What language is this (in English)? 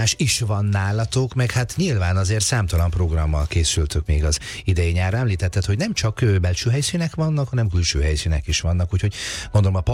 Hungarian